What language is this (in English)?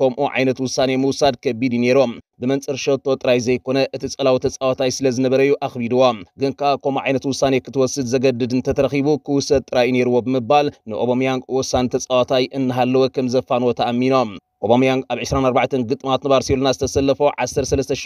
Tigrinya